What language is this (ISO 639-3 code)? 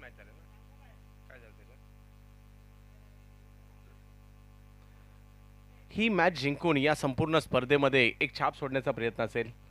mar